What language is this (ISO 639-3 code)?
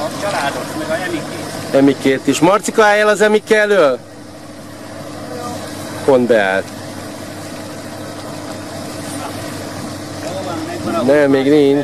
hun